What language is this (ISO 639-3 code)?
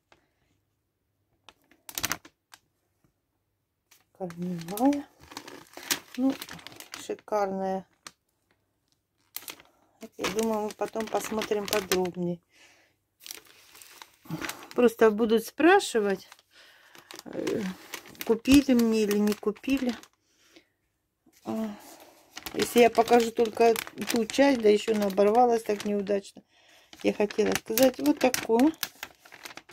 rus